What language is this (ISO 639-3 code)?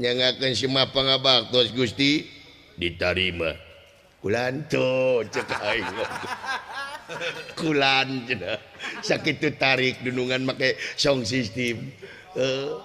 sun